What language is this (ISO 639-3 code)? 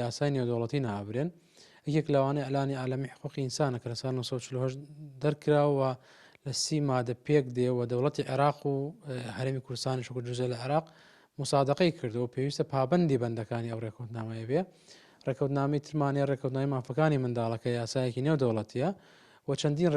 ckb